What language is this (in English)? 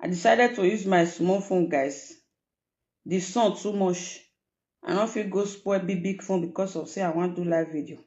Nigerian Pidgin